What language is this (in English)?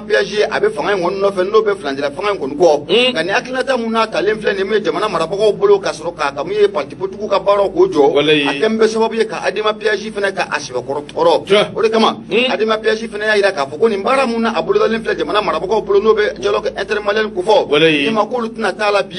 Bambara